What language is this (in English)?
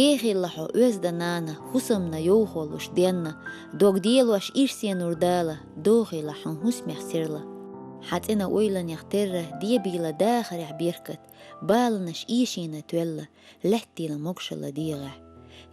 Chechen